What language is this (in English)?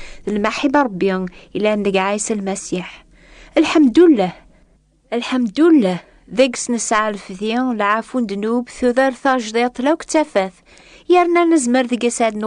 Kabyle